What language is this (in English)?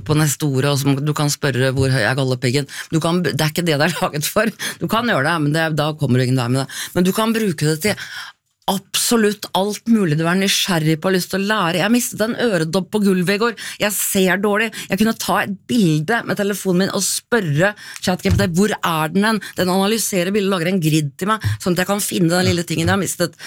Norwegian